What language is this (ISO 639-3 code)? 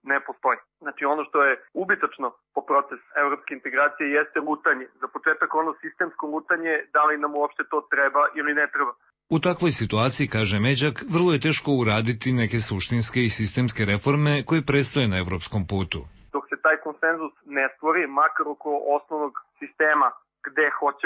srp